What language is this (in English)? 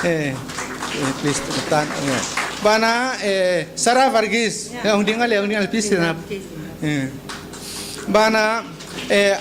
Paite Chin